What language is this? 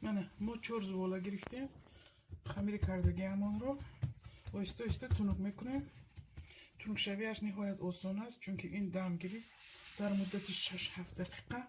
Tajik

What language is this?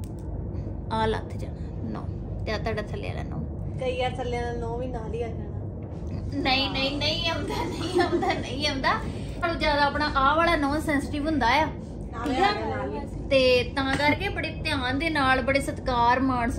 Punjabi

